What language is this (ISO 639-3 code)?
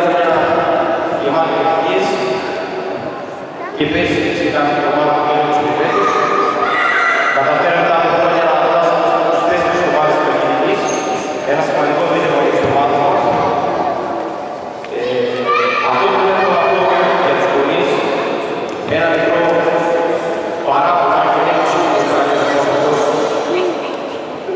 ell